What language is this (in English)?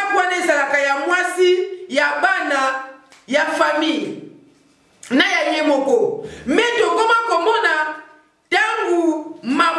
Lingala